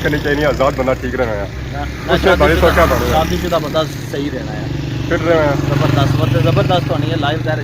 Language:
Pahari-Potwari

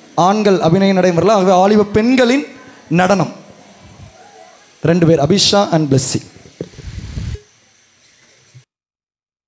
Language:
Tamil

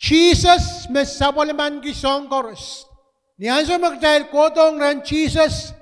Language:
Pohnpeian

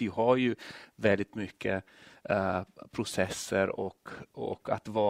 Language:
Swedish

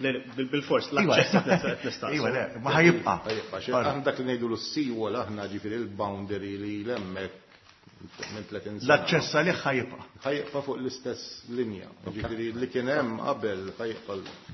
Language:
Maltese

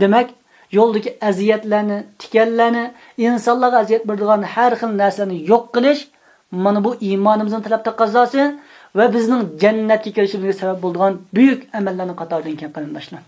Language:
Uyghur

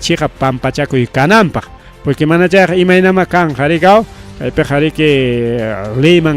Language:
Ayacucho Quechua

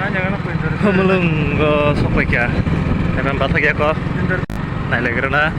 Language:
Kok Borok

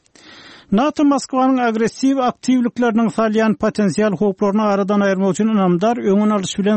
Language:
Turkmen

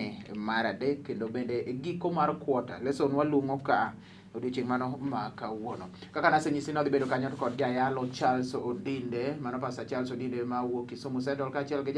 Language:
Luo (Kenya and Tanzania)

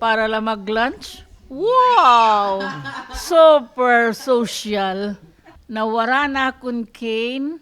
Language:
Waray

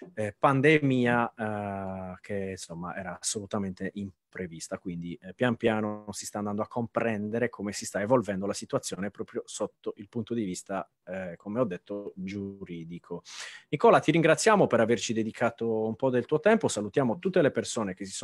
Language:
Italian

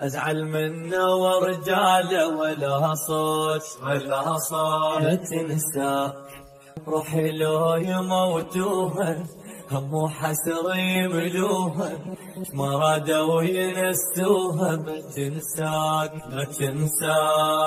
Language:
Mesopotamian Arabic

